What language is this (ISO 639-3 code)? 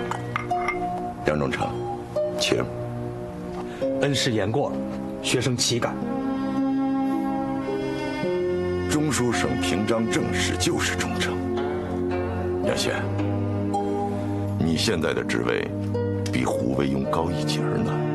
zho